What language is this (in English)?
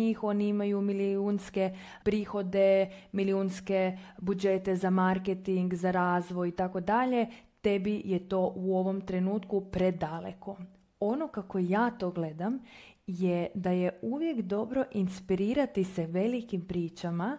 Croatian